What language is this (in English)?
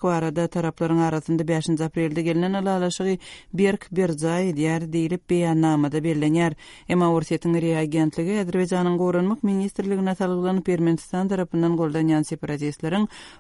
Turkmen